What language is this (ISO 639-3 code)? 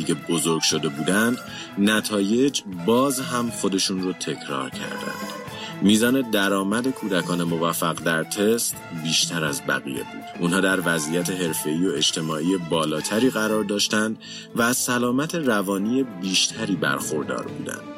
fas